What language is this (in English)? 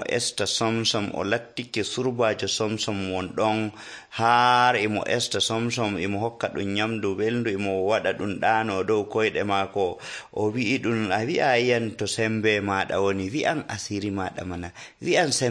Nigerian Fulfulde